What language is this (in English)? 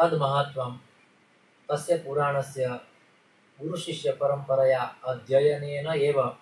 Sanskrit